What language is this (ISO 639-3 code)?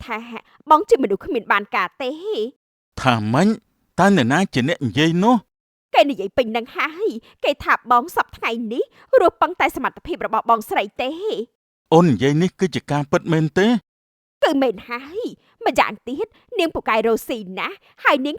khm